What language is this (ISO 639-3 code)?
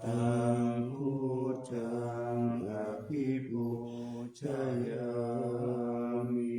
pli